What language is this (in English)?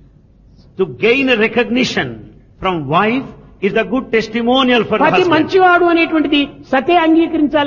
Telugu